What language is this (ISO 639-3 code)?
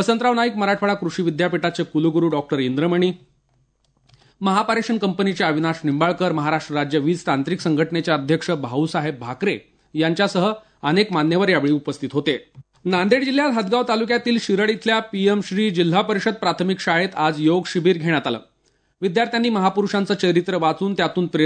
mar